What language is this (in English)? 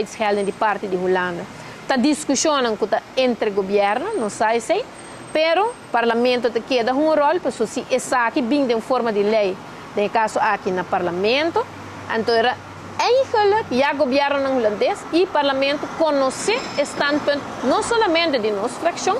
Papiamento